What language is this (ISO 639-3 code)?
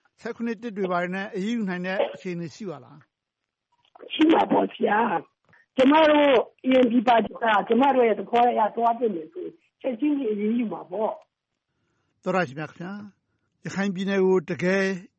mya